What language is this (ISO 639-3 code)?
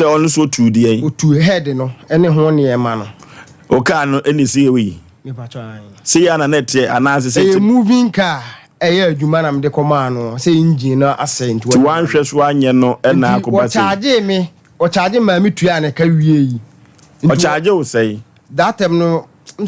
aka